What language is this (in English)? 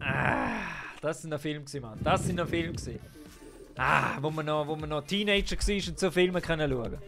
Swiss German